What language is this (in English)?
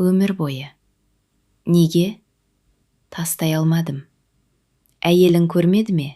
Kazakh